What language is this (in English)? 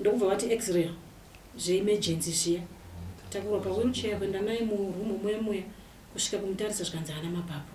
Shona